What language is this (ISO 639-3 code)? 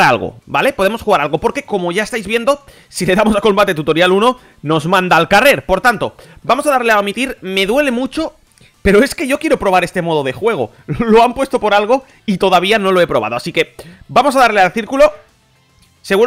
spa